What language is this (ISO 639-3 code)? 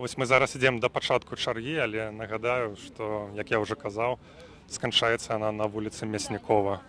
bel